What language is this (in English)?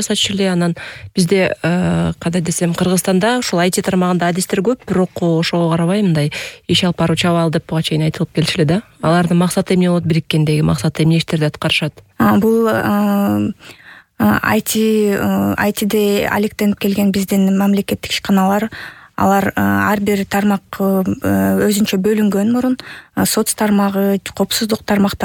Kyrgyz